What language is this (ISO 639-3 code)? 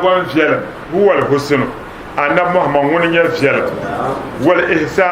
dag